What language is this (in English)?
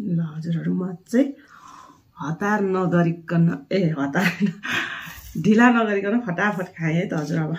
Nepali